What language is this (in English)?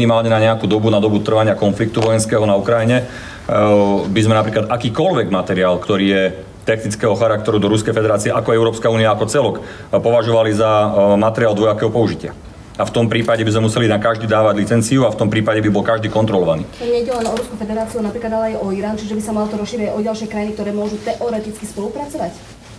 Slovak